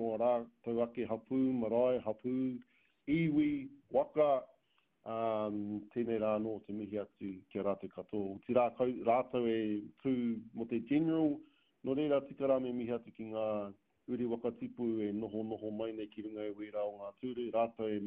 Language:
Māori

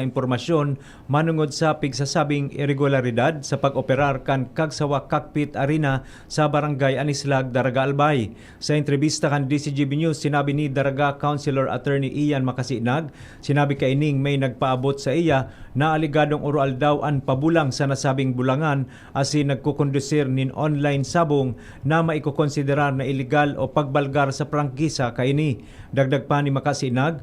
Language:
Bikol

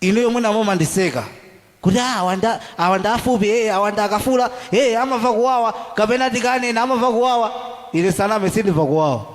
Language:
Nyanja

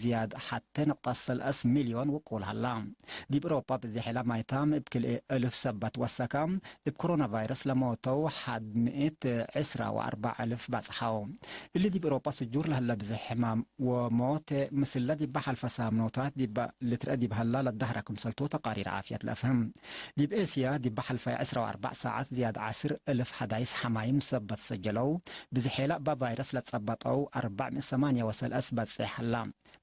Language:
Tigre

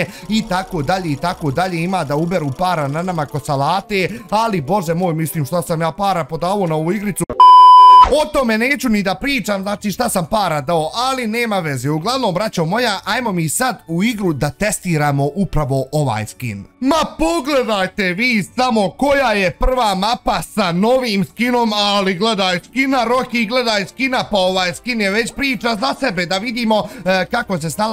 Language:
Bosnian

